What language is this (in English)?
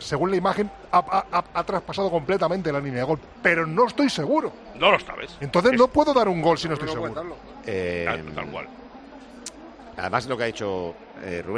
Spanish